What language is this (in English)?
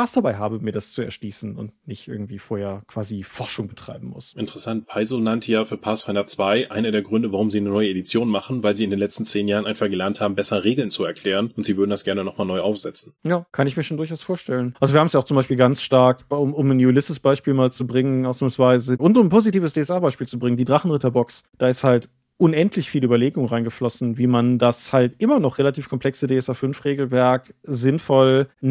German